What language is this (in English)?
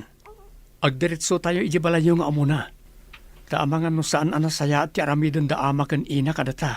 Iloko